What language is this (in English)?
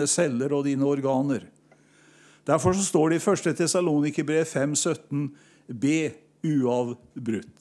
Norwegian